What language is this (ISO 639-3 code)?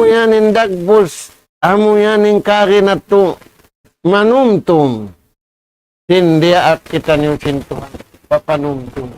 tsg